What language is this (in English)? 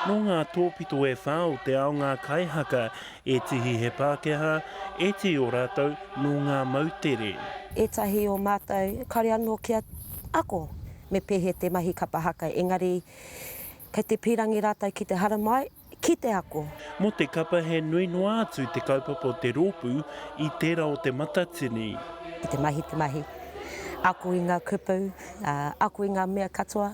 Māori